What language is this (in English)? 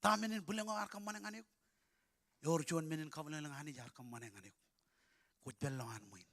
Marshallese